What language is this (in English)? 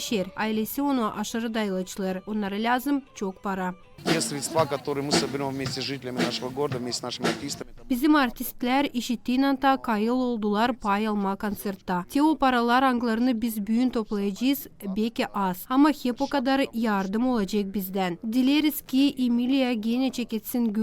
Gagauz